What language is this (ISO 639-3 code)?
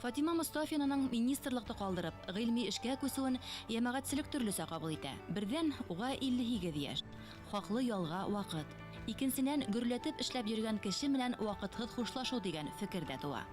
bak